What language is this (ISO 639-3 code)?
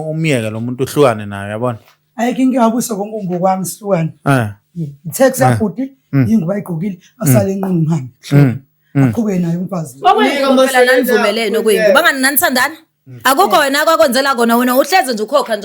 zul